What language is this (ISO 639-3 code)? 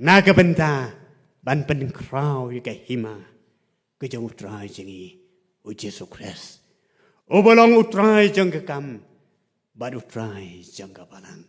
kha